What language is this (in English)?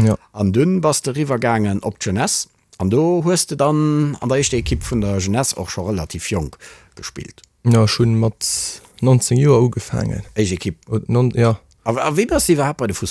Luxembourgish